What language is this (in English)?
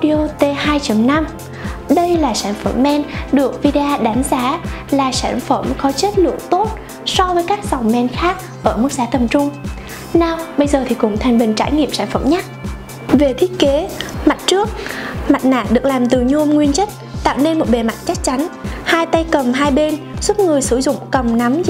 Vietnamese